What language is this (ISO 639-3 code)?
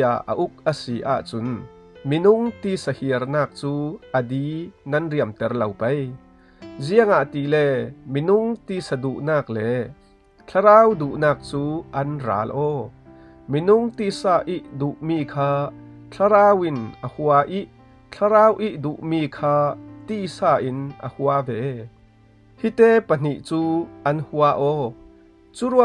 cfm